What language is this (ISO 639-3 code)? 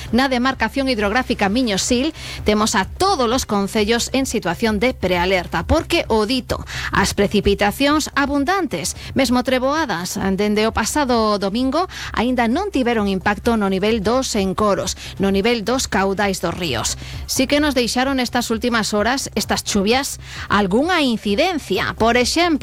glg